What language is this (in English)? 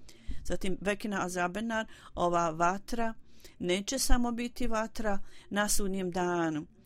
Bosnian